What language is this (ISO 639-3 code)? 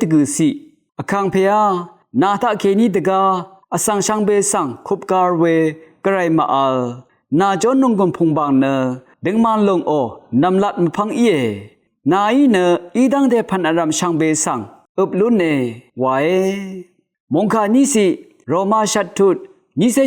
raw